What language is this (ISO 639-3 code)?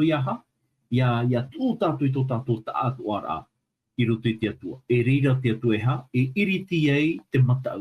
tah